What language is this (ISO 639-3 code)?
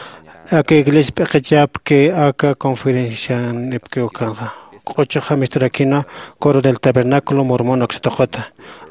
aym